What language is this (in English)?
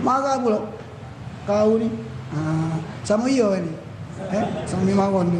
Musi